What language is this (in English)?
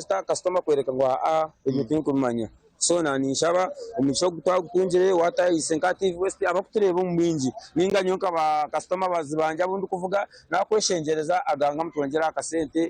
Nyankole